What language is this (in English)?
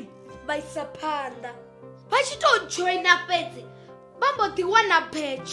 Venda